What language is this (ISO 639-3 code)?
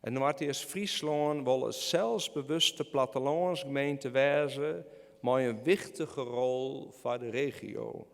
fry